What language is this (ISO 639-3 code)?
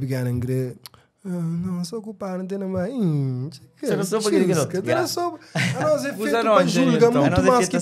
kea